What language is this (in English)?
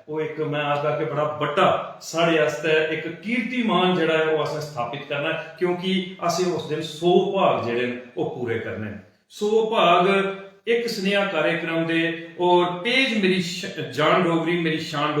Dogri